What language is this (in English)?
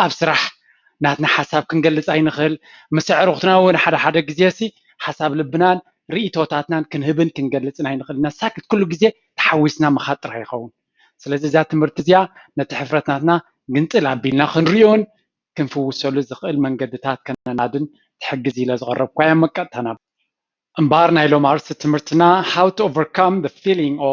Tigrinya